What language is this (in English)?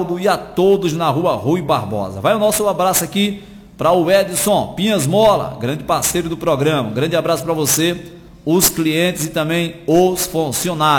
Portuguese